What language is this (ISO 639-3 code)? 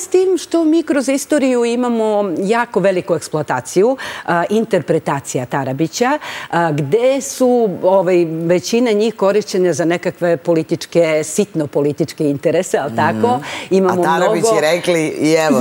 srp